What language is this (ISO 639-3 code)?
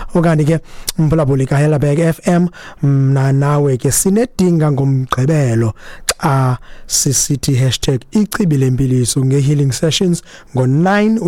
xho